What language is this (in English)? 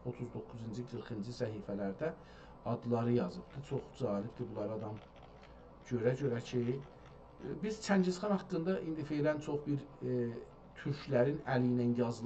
South Azerbaijani